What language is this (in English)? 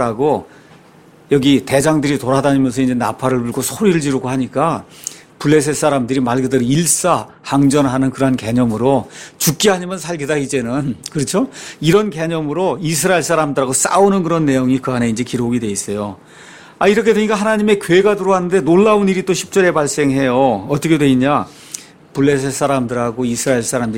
Korean